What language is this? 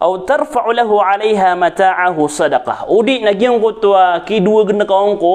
Maranao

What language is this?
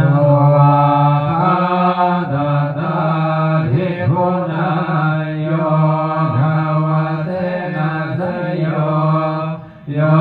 Pali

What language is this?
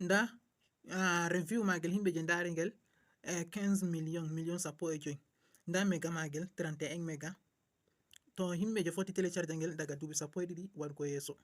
Fula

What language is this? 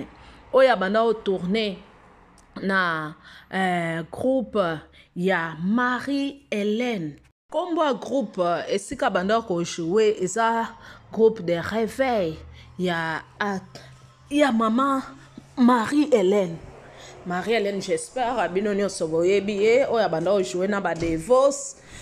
Lingala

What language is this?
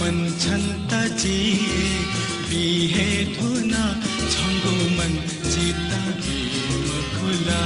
Newari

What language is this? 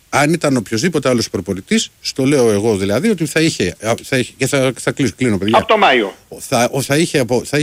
Greek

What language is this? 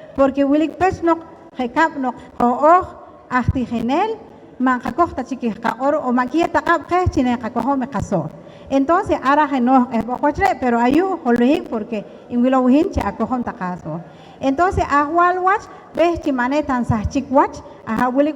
Poqomchi'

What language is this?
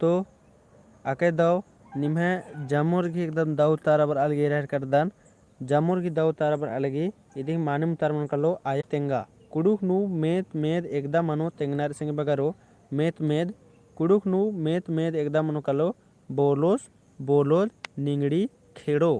Kurukh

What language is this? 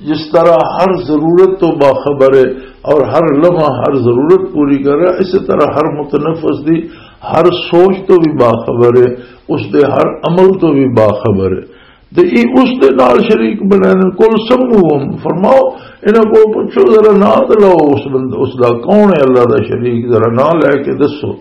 Western Panjabi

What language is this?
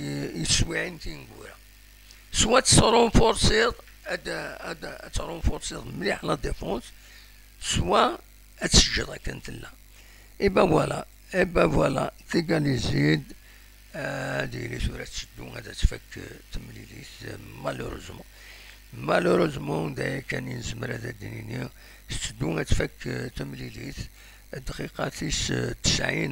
Kabyle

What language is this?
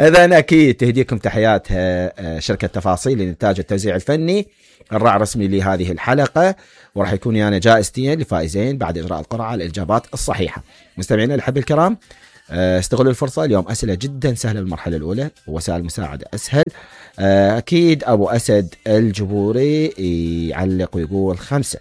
Mesopotamian Arabic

